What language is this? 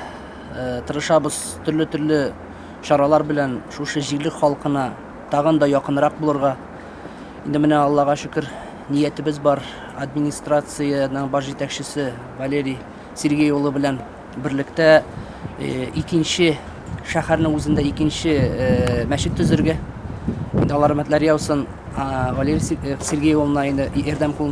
Tatar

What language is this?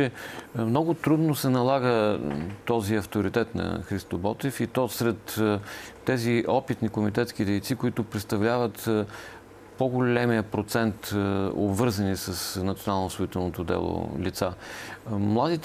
Bulgarian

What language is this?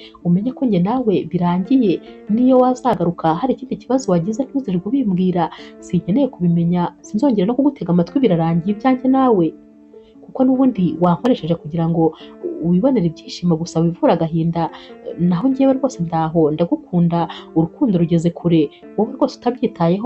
Kinyarwanda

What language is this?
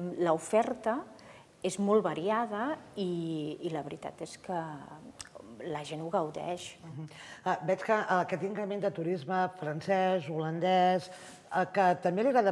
Catalan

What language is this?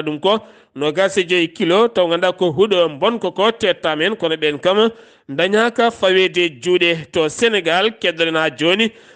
Fula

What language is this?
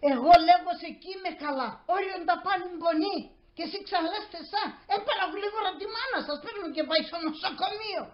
Pontic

